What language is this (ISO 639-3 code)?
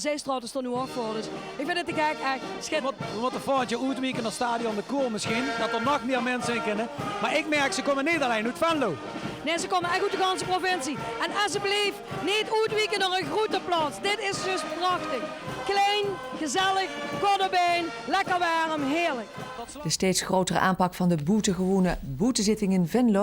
lim